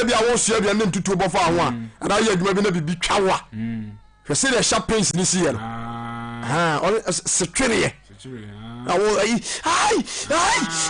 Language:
Akan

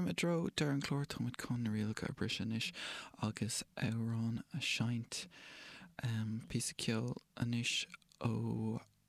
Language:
Irish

